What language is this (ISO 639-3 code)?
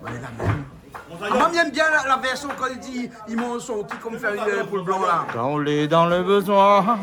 rcf